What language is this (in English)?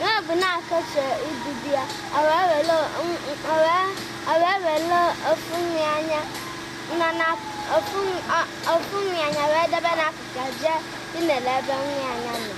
Igbo